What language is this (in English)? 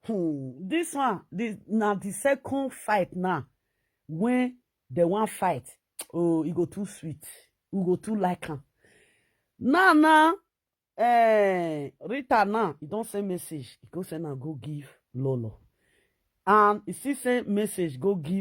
Nigerian Pidgin